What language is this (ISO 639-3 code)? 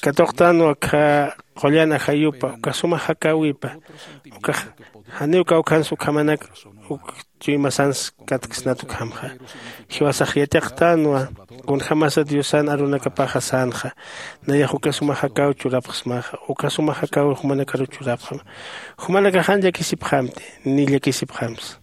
aym